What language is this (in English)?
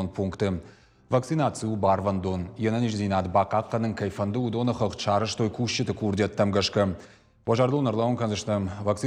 Ossetic